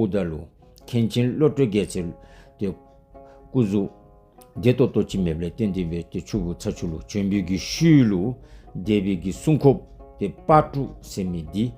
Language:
Dzongkha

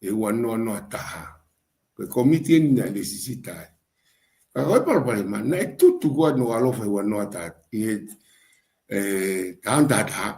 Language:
Tongan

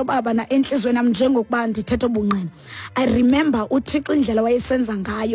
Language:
Xhosa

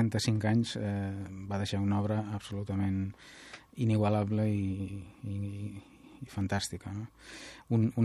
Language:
Catalan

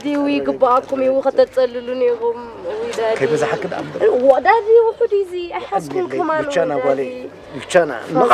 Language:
Tigrinya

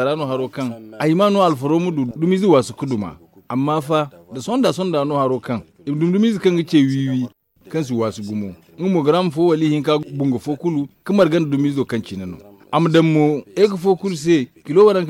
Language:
Zarma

